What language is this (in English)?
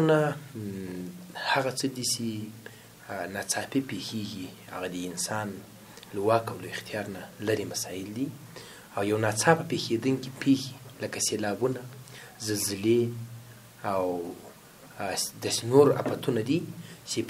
Pashto